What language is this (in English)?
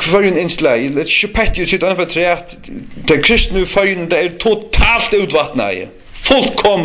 Faroese